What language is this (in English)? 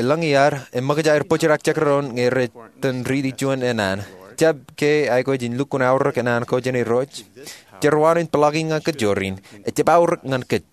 Marshallese